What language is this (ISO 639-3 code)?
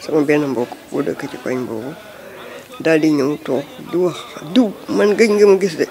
wol